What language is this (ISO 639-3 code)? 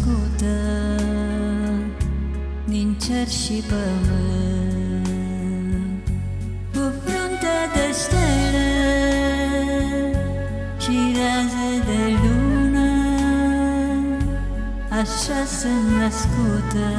ron